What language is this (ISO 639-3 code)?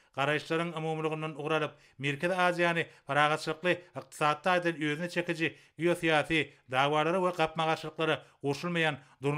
tuk